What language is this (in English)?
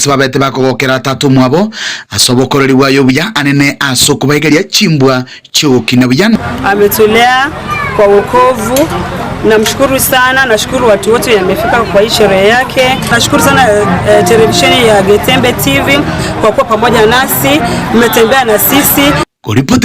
Gusii